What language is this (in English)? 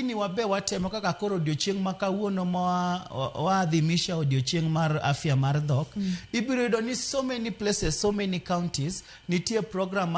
Luo (Kenya and Tanzania)